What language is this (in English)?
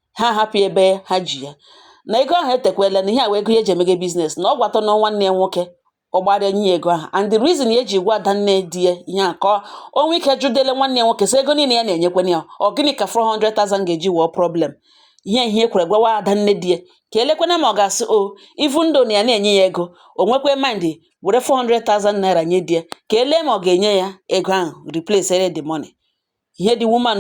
Igbo